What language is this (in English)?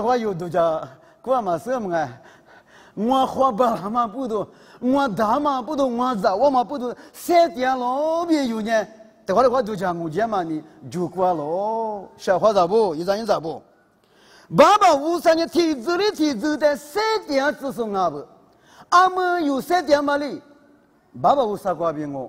Lisu